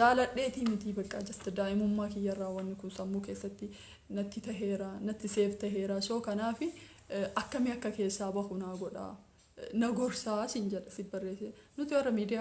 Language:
Oromo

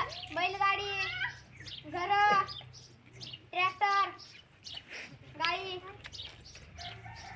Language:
Marathi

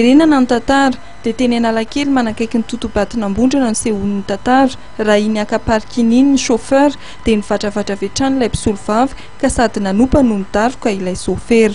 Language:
Malagasy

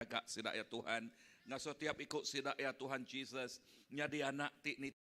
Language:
Iban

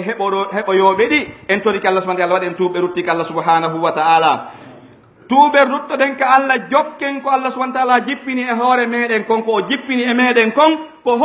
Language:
Pular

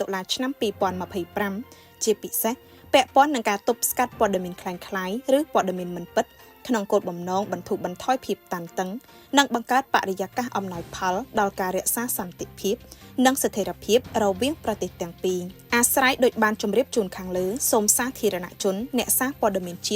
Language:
Khmer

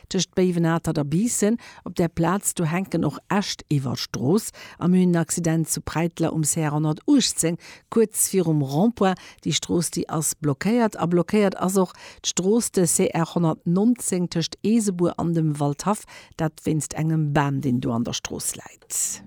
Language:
Luxembourgish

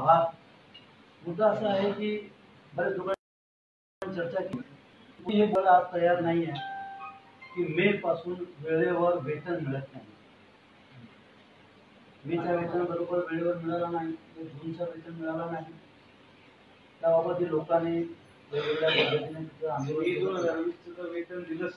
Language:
Marathi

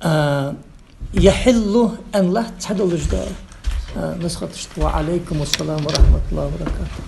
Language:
Ingush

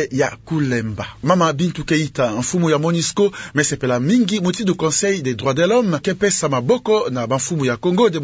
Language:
Kituba (Democratic Republic of Congo)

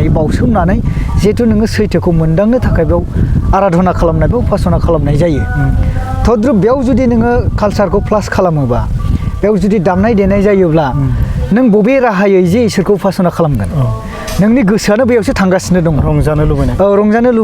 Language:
Bodo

